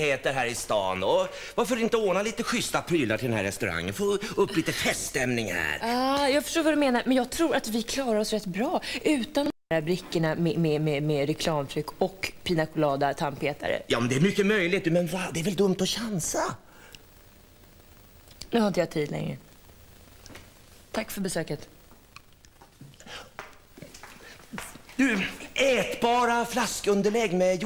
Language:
Swedish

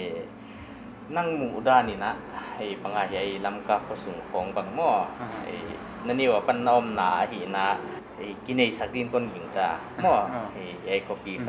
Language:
Paite Chin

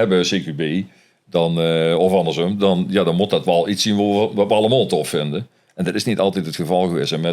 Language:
Limburgish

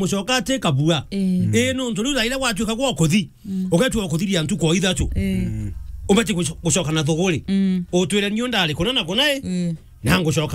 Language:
Meru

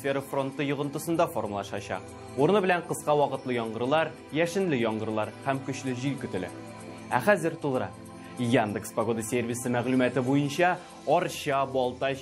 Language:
Tatar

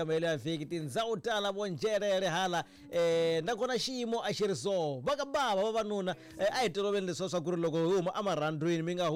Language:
Tsonga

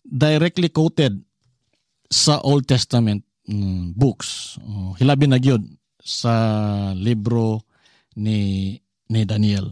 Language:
Cebuano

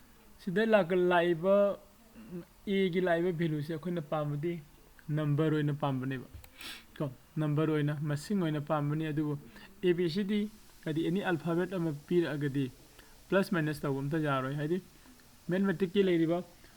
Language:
Manipuri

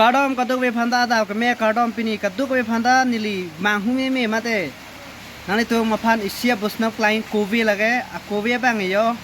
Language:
Karbi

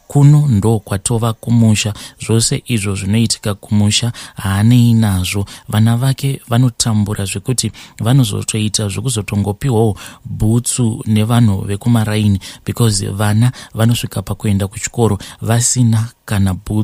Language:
Shona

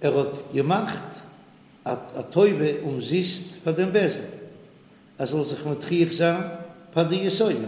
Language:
Yiddish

